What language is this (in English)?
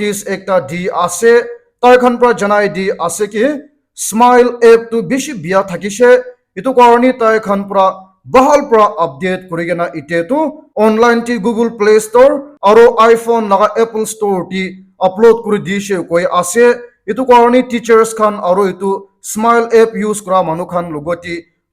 Naga Pidgin